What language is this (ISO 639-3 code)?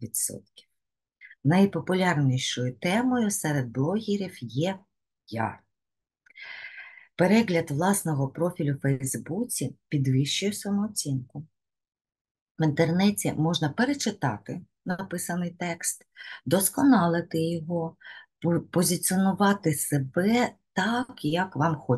ukr